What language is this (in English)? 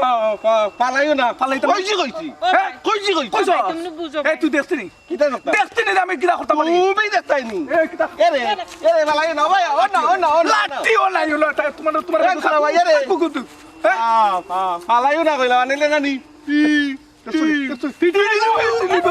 Sylheti